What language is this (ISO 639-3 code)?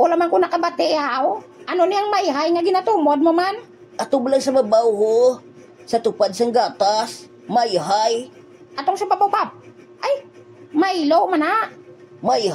hil